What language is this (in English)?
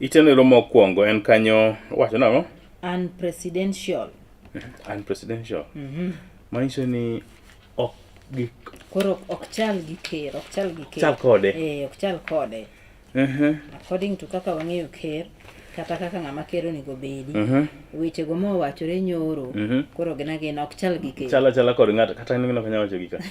Luo (Kenya and Tanzania)